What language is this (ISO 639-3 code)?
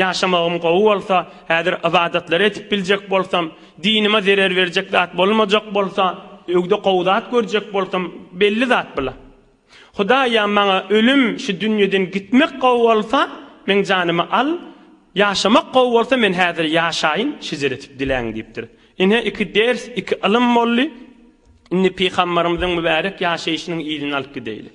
tuk